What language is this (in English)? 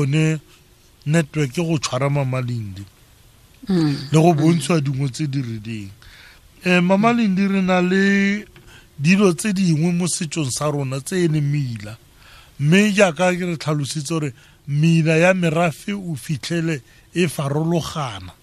Tswana